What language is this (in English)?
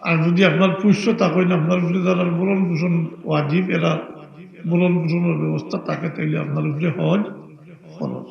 Sylheti